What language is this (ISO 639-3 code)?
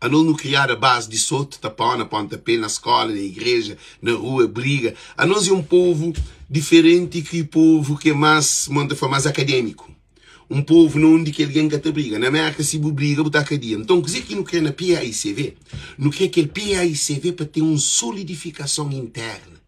kea